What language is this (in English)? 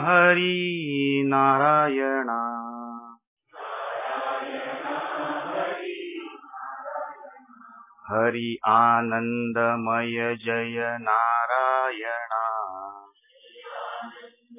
Marathi